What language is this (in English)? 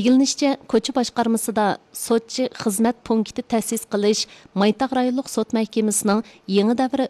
Uyghur